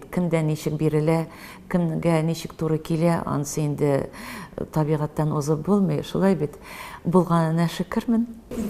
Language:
Tatar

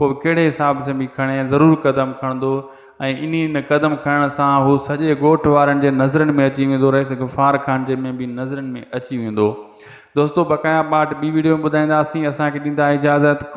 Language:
Sindhi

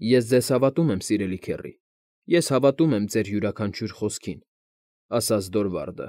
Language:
Armenian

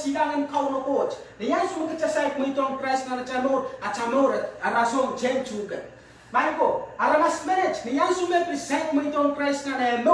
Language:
Pohnpeian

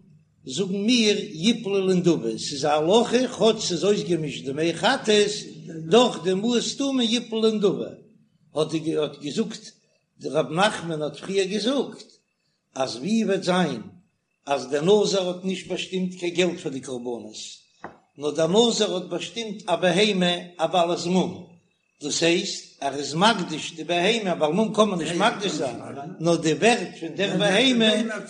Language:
Yiddish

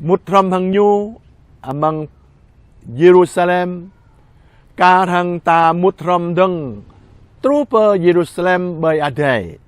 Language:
Jarai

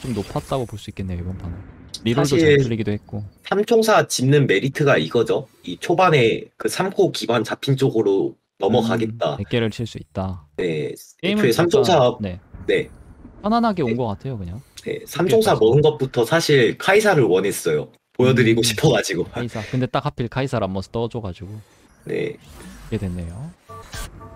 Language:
Korean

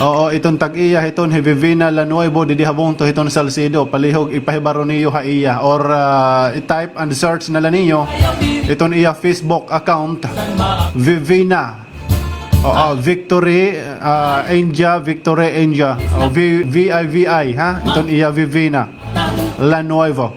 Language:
Waray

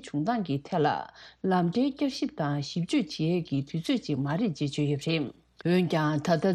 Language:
Tibetan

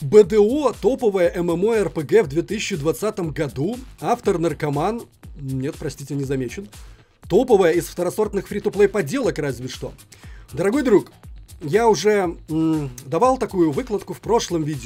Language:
Russian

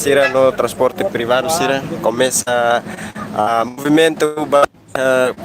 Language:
Tetum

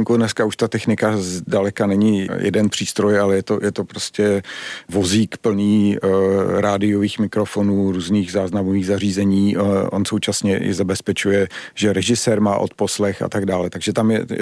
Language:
Czech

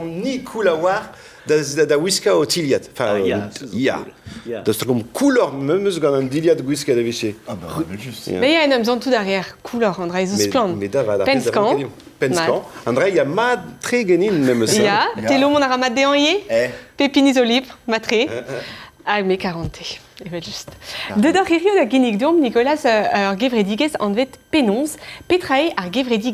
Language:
Breton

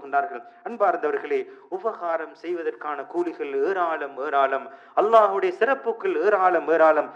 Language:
Tamil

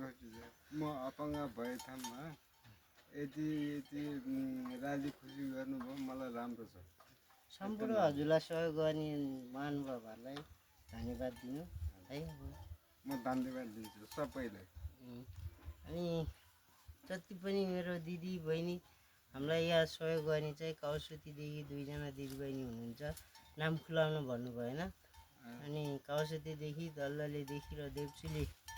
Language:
Nepali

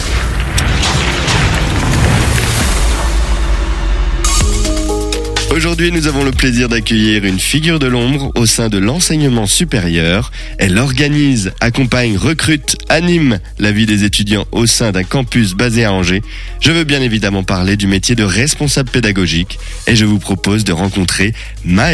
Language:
French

